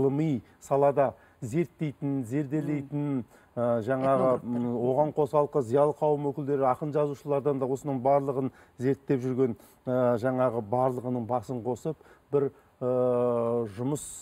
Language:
Kazakh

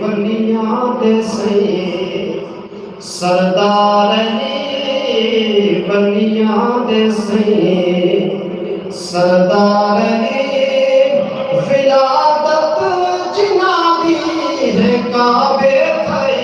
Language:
Saraiki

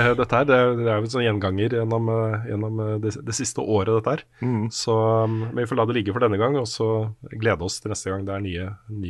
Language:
Norwegian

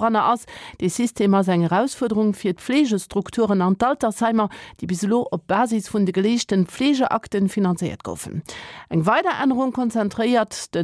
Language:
Luxembourgish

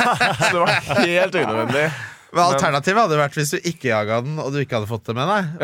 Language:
Norwegian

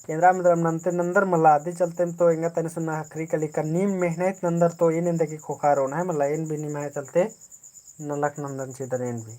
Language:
Kurukh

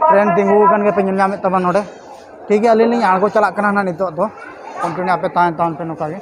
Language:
Santali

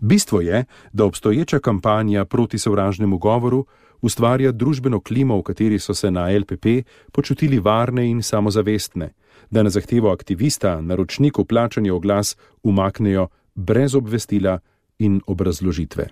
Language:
Slovenian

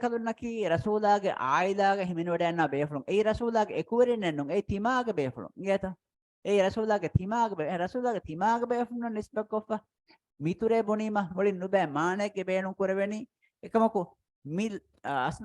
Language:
Divehi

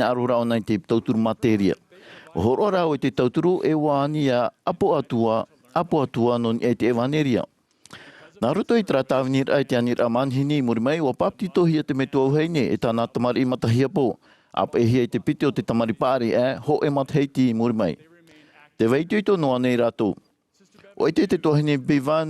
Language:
Tahitian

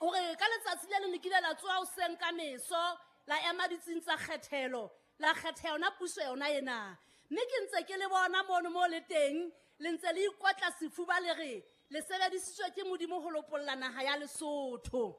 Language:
Southern Sotho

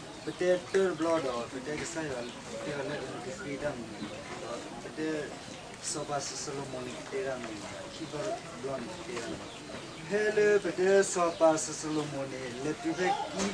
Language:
S'gaw Karen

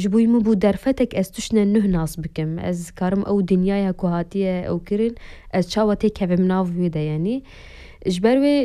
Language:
Kurdish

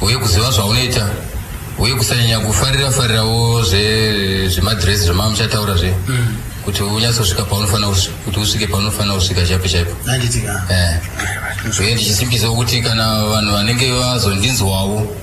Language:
Shona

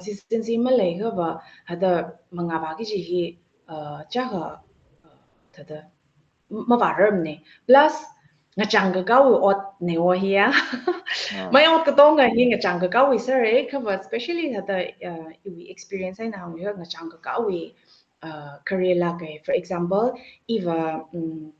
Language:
Tangkhul Naga (India)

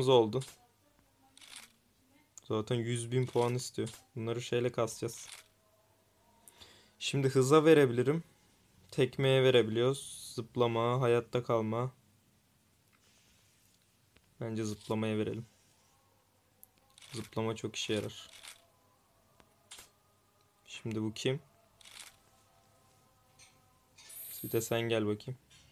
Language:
Turkish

